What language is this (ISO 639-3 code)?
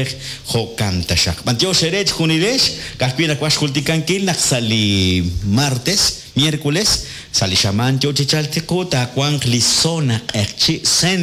kek